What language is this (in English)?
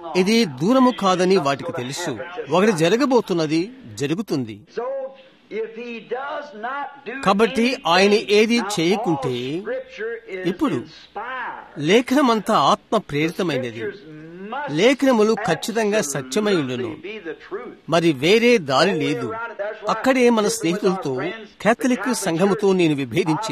Telugu